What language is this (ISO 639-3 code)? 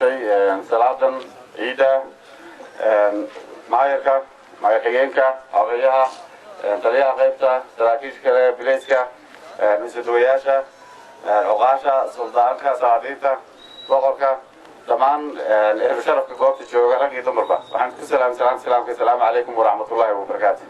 som